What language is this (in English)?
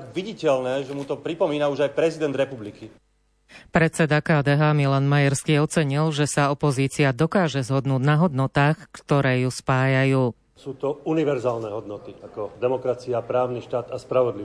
Slovak